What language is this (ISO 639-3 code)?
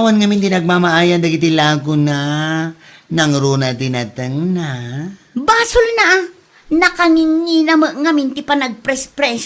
ilo